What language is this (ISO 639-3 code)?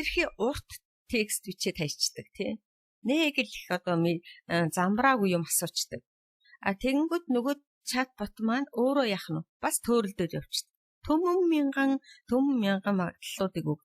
mon